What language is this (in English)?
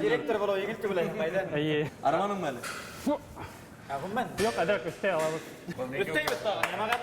Bashkir